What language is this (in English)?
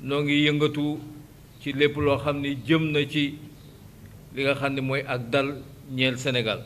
Wolof